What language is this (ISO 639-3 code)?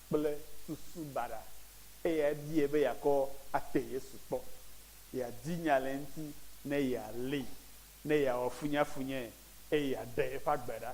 ewe